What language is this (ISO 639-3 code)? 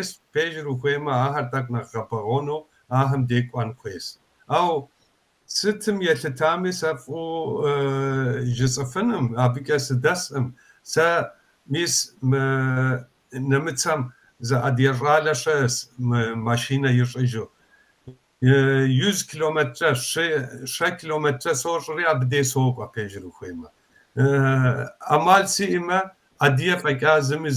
kbd